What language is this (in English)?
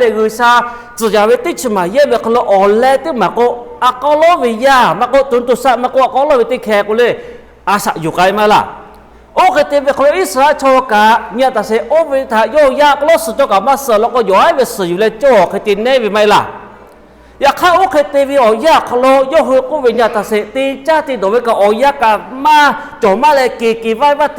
Lahu